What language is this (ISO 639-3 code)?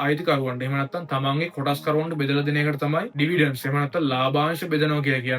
sin